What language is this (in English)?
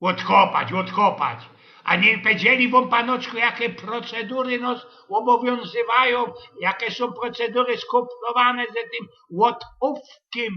Silesian